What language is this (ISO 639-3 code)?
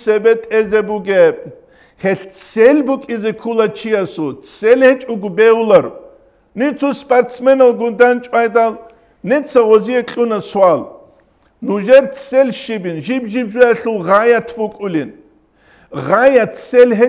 ava